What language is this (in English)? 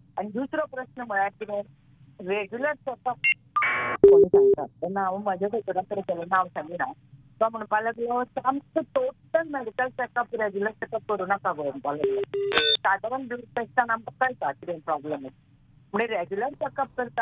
Konkani